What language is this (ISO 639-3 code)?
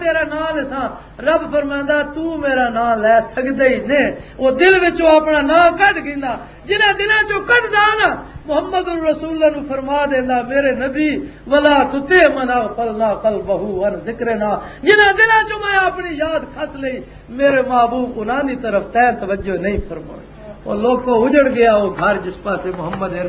lah